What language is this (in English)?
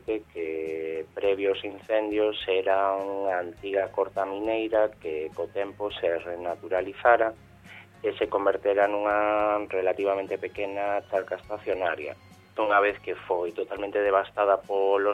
Galician